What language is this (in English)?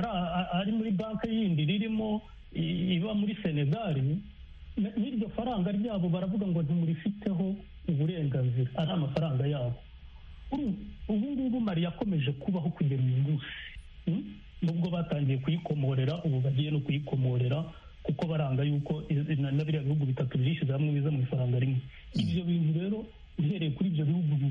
Kinyarwanda